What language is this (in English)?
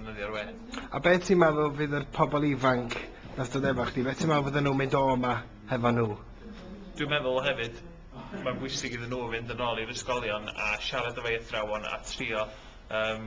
Welsh